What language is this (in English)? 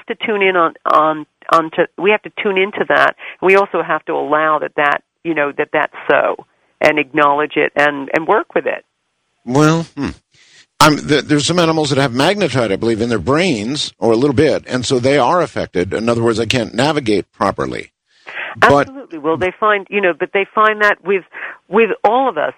English